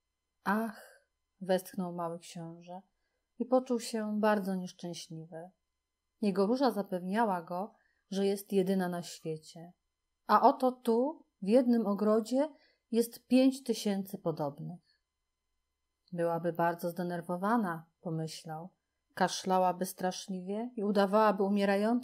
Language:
Polish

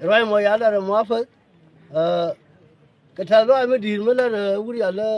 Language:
Nuer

